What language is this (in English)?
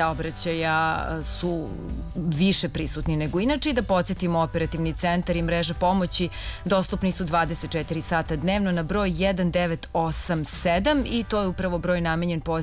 Serbian